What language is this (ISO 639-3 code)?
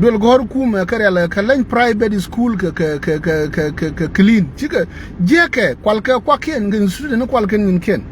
nus